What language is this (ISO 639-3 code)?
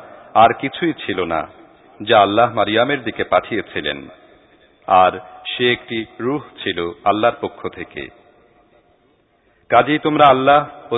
ben